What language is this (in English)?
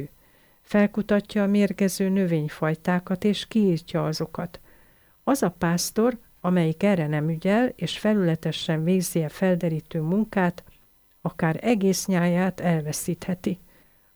Hungarian